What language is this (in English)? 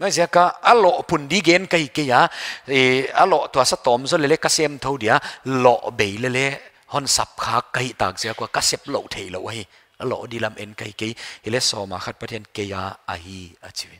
Paite Chin